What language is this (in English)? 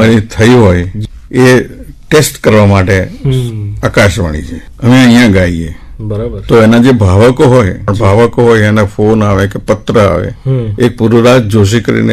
Gujarati